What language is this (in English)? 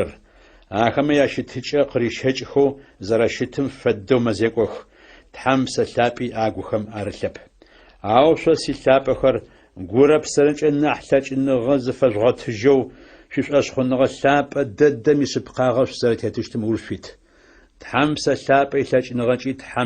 Adyghe